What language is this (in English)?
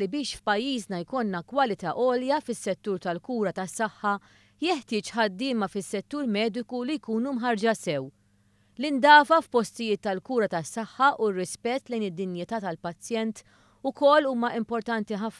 Maltese